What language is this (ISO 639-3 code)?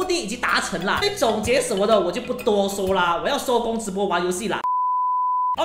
zho